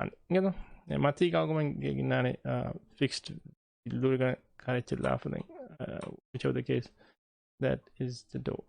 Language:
Divehi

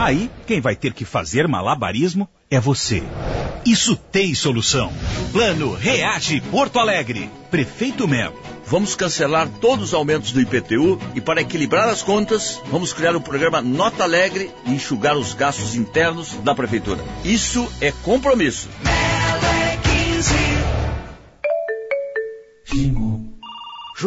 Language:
Portuguese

